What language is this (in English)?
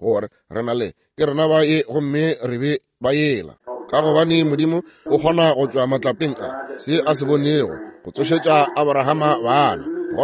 Northern Sotho